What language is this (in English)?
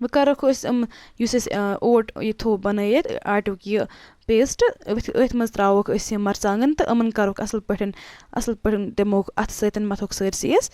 Kashmiri